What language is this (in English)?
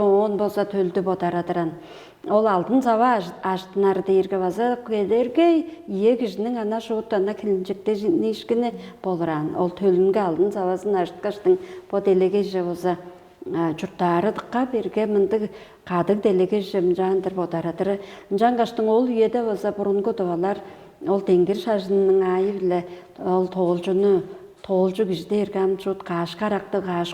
Tuvinian